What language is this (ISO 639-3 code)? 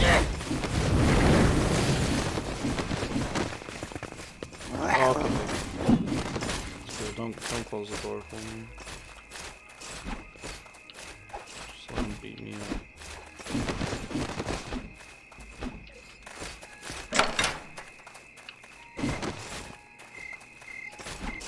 eng